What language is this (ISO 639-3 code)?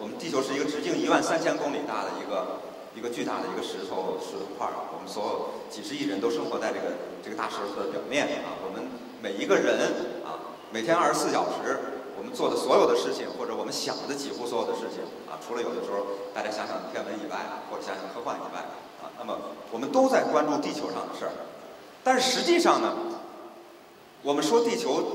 zho